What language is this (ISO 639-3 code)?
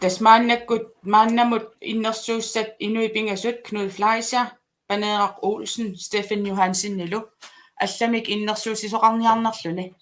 kal